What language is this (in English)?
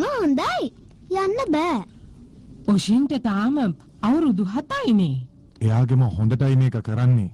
Sinhala